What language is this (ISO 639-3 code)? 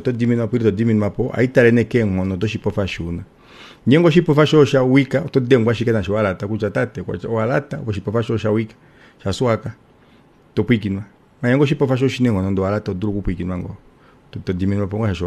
kua